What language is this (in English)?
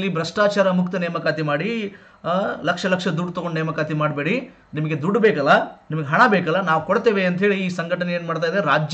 Kannada